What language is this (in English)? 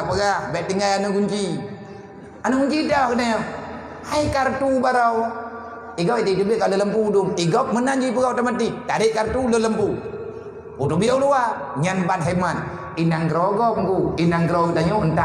Achinese